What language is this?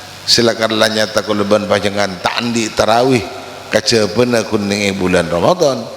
Madurese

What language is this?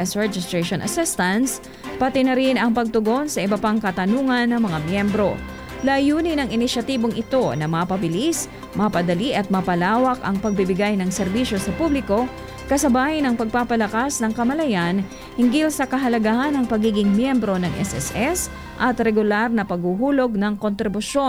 Filipino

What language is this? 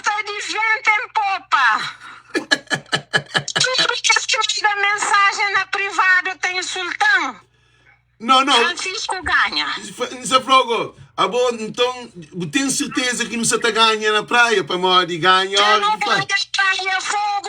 Kabuverdianu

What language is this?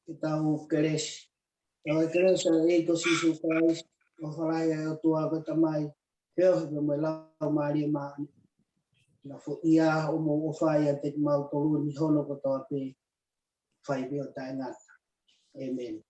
Tongan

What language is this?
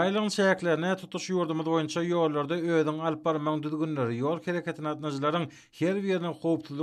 Turkmen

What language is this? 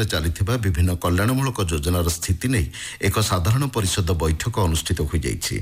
Odia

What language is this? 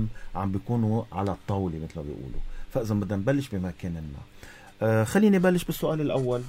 North Levantine Arabic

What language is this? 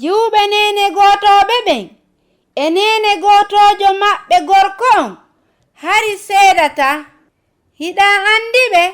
Fula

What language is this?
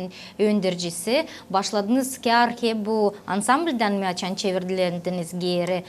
Gagauz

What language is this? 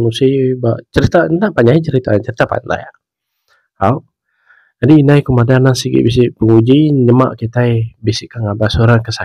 Iban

